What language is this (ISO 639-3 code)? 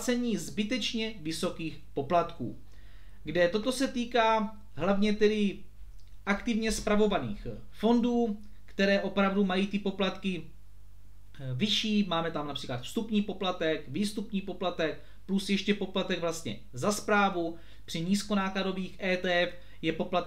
ces